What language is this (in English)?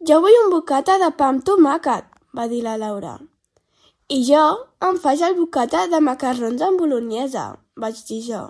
Catalan